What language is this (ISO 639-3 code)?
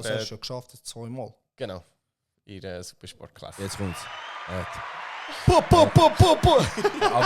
gsw